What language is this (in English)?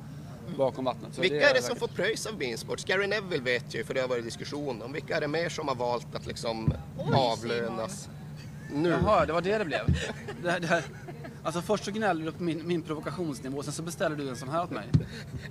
Swedish